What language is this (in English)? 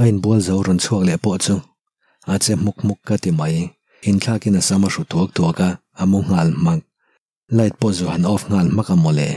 Mizo